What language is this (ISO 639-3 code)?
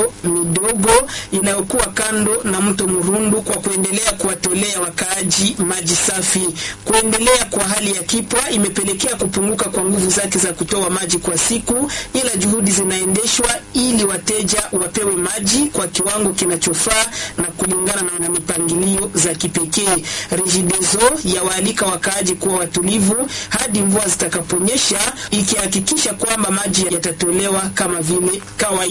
swa